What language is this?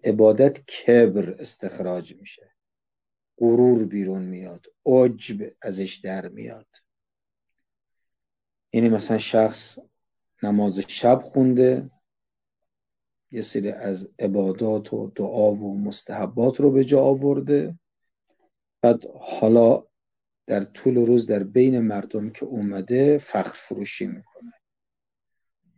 Persian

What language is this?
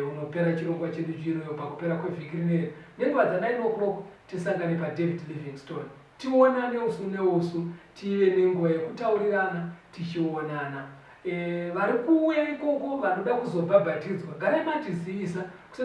Shona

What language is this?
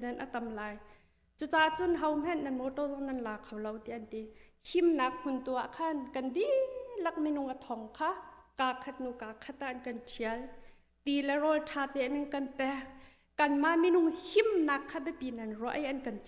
Hakha Chin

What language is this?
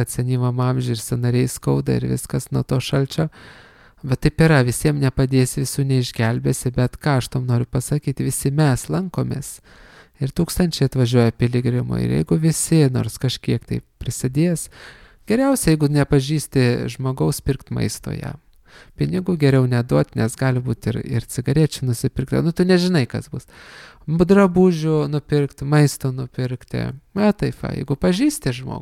Lithuanian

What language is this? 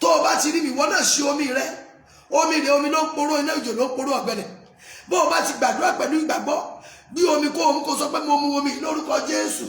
Yoruba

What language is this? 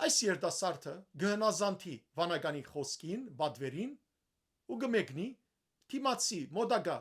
Western Armenian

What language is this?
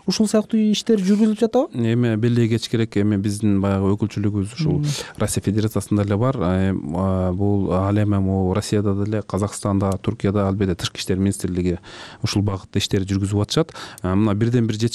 Kyrgyz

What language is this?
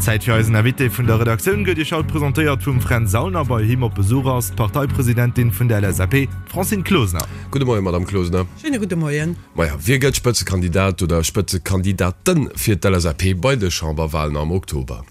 Luxembourgish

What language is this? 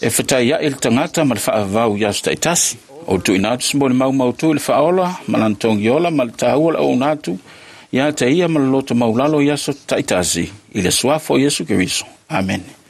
Samoan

